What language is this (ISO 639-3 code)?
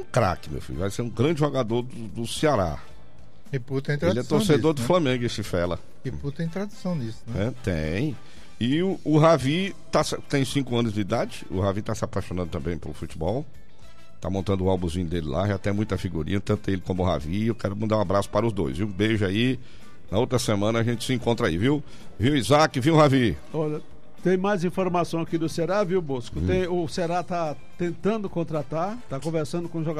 por